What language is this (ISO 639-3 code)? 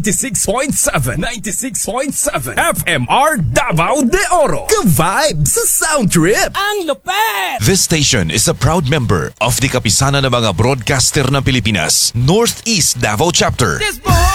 fil